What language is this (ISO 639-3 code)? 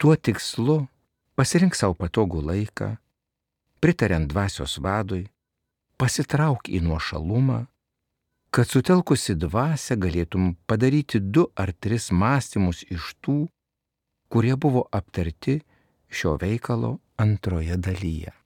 lit